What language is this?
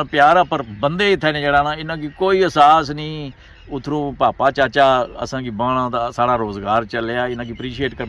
Pahari-Potwari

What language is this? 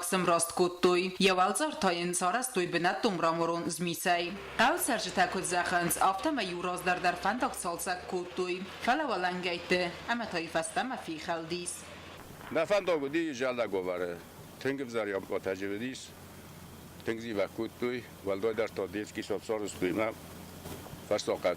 Ossetic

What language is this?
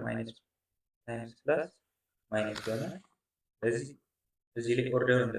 Amharic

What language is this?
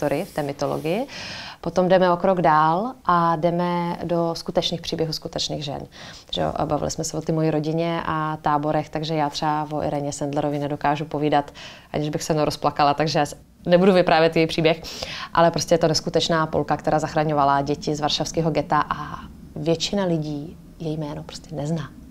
Czech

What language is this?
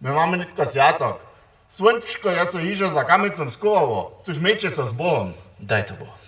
Upper Sorbian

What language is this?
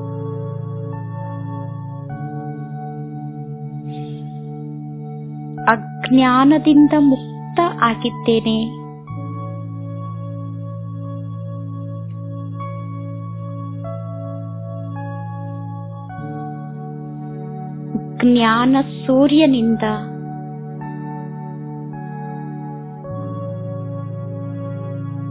Kannada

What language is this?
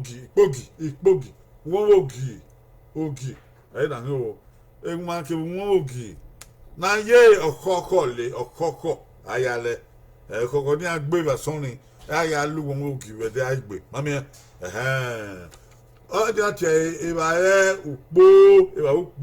Bini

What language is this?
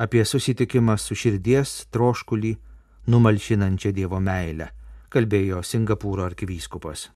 Lithuanian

